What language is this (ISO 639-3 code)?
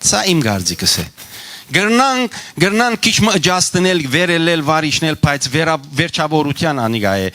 hyw